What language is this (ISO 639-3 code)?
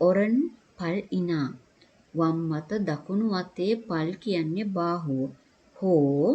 sin